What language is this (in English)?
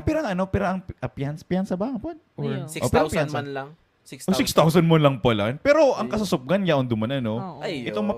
Bikol